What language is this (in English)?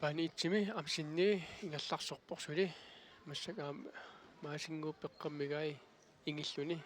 Kalaallisut